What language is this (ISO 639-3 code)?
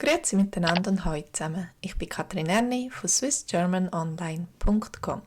gsw